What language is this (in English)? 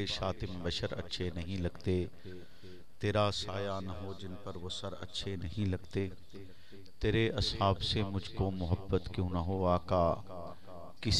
Urdu